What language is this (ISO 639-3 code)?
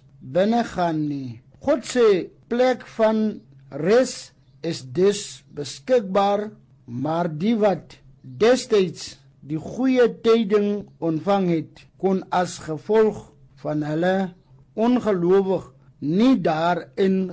afr